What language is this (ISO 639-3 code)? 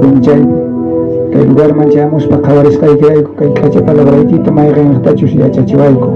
quh